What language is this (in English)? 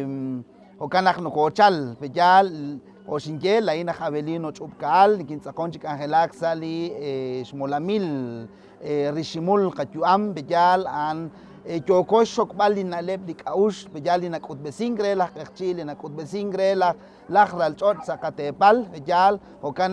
Kekchí